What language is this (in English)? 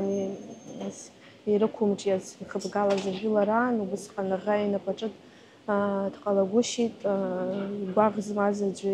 Abkhazian